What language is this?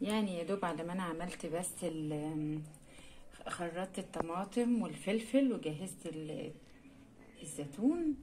Egyptian Arabic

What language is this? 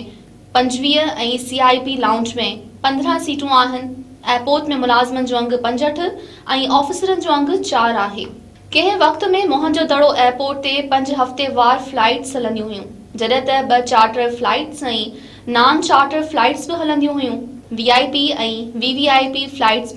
Sindhi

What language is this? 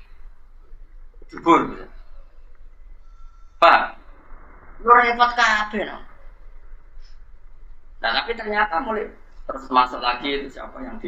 Indonesian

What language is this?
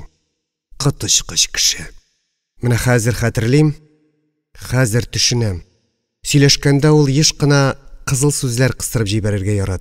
Tatar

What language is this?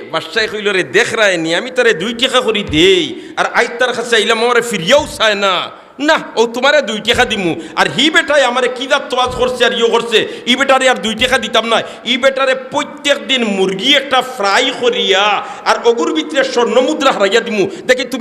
Sylheti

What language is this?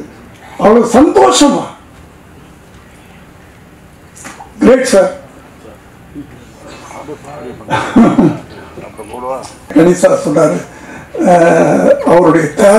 Tamil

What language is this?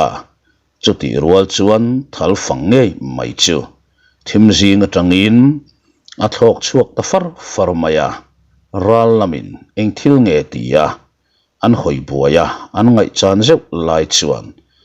Mizo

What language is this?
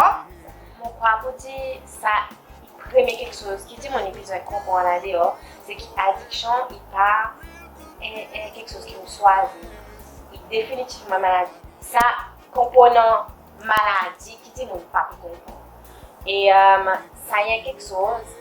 Seselwa Creole French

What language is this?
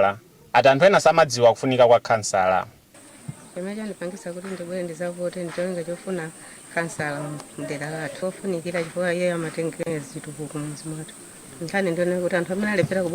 Nyanja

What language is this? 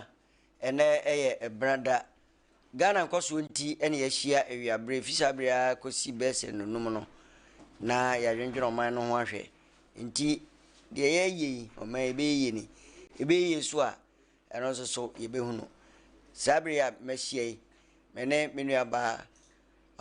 Akan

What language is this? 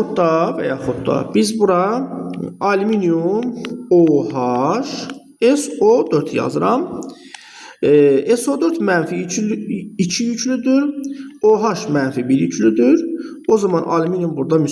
Azerbaijani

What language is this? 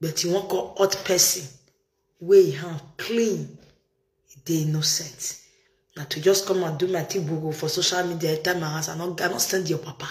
Nigerian Pidgin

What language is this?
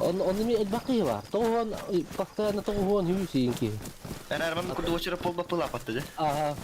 Yakut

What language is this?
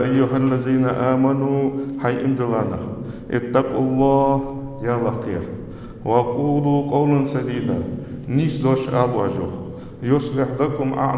Ingush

